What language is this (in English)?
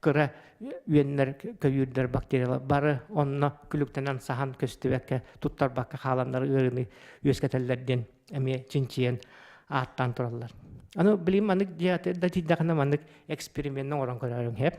Yakut